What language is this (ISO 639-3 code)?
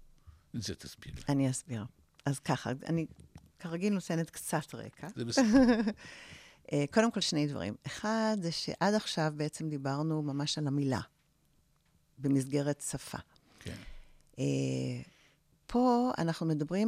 heb